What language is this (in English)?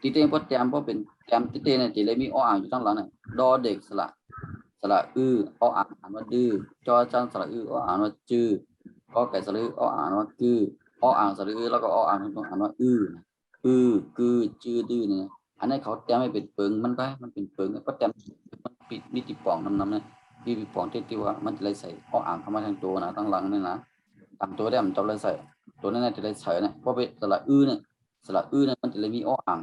Shan